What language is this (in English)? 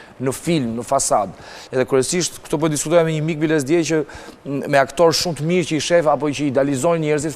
Albanian